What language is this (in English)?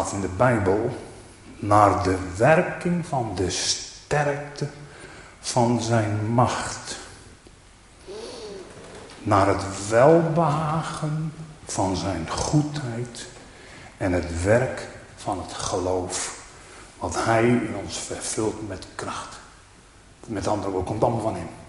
Dutch